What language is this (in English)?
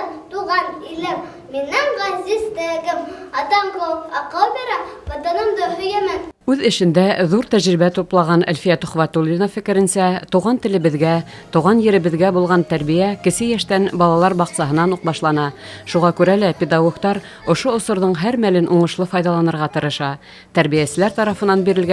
Bashkir